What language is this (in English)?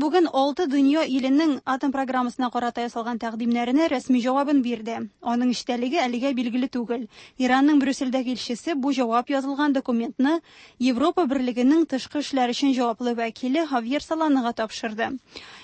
Tatar